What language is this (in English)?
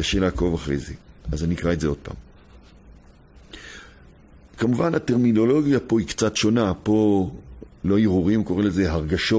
Hebrew